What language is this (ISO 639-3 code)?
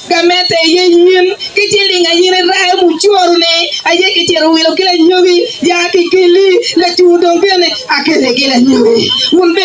ach